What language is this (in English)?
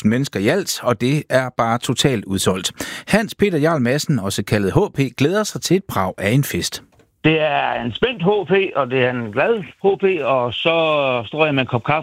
Danish